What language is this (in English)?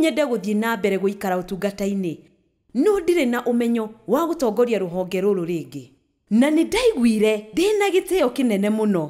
Kikuyu